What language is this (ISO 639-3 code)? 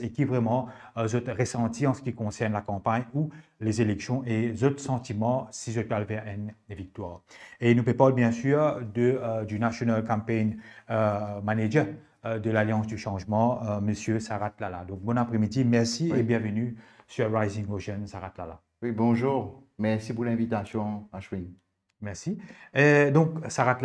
mfe